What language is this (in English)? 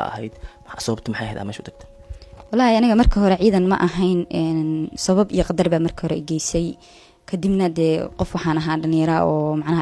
Somali